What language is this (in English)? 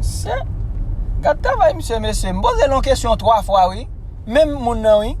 Haitian Creole